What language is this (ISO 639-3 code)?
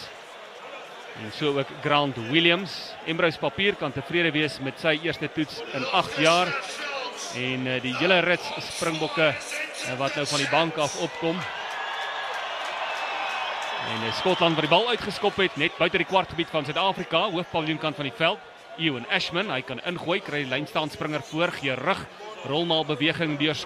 afr